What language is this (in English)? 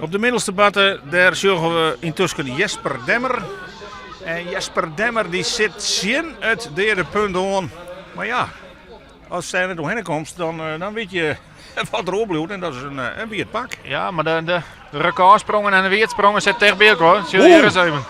Western Frisian